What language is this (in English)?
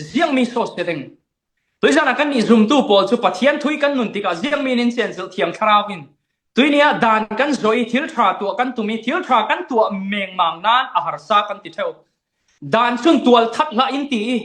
Falam Chin